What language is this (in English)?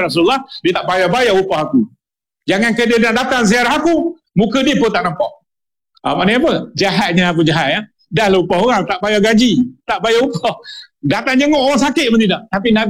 Malay